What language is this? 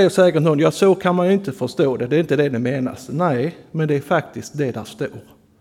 Swedish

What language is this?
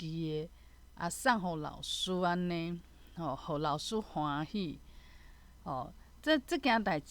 Min Nan Chinese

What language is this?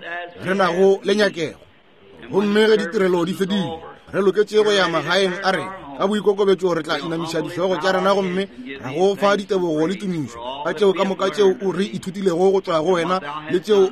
Northern Sotho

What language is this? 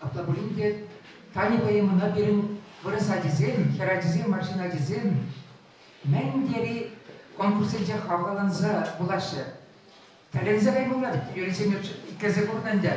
Chuvash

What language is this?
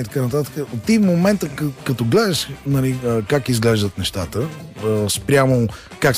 Bulgarian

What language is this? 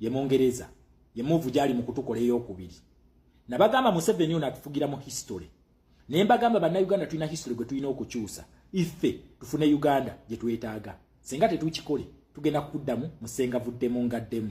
Ganda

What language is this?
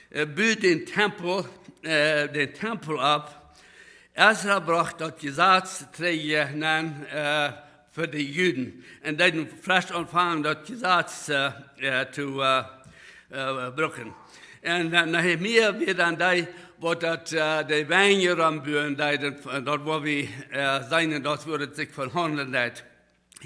Plautdietsch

